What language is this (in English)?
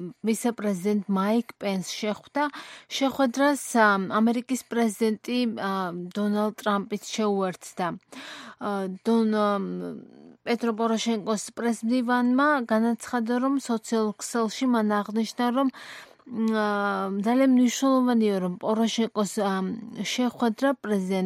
Georgian